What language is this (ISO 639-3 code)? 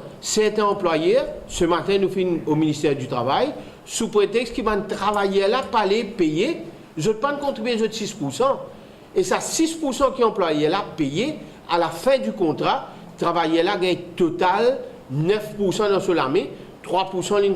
mfe